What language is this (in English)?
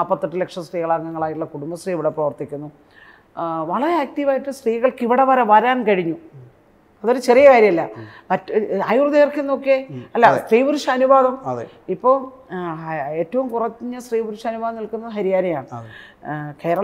Malayalam